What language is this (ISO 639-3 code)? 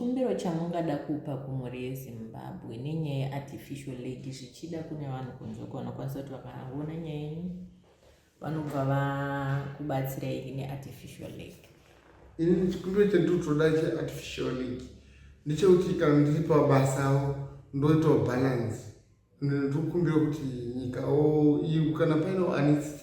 sna